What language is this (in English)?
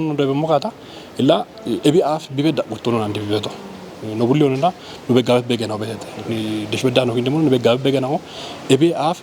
Kafa